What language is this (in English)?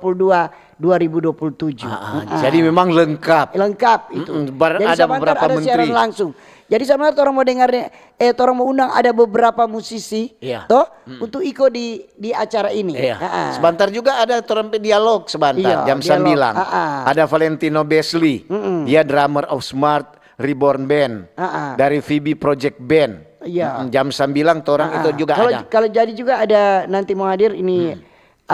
Manado Malay